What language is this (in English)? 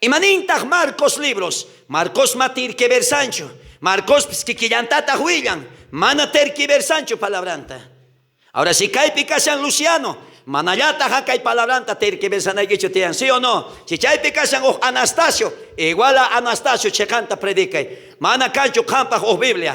South Bolivian Quechua